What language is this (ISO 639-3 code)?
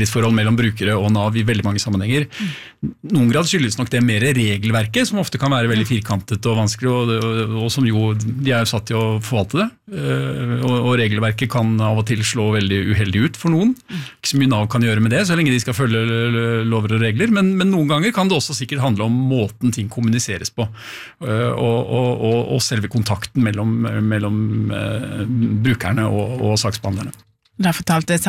nor